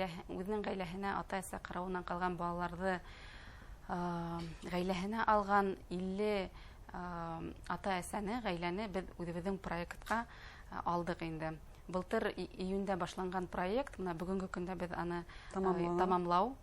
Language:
Bashkir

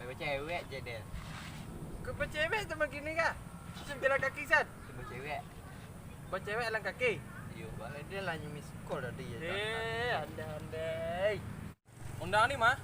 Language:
Minangkabau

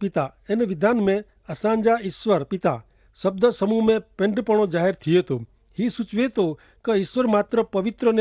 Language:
Kachhi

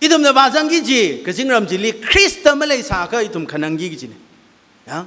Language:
Tangkhul Naga (India)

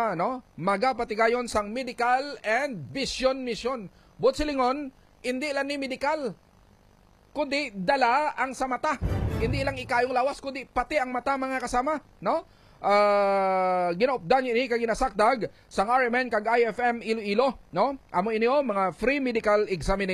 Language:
Hiligaynon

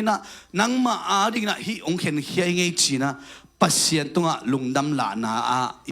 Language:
Tedim Chin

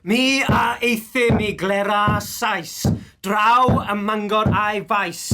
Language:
Welsh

